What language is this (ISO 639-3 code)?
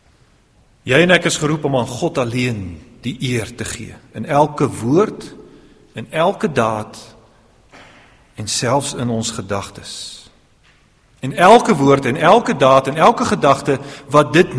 afr